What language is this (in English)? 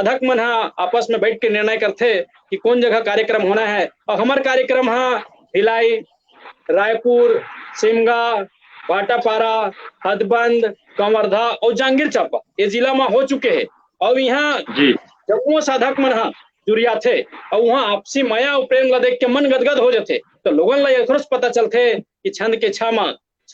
Chhattisgarhi